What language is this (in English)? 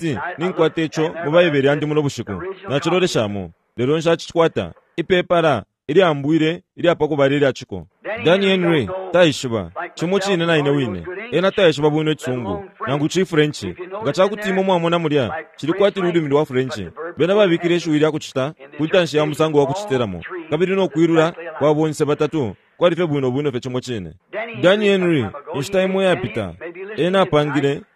Bemba